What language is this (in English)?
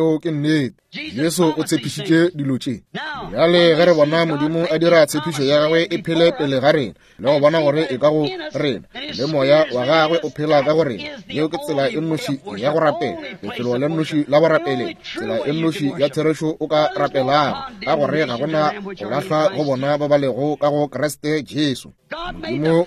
Northern Sotho